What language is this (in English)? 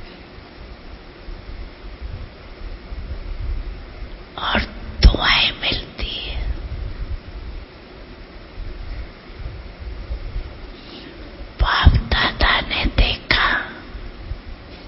Hindi